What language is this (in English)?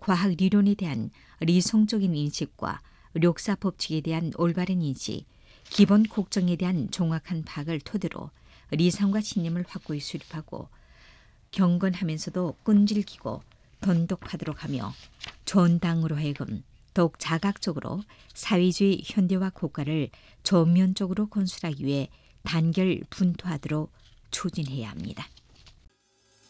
Korean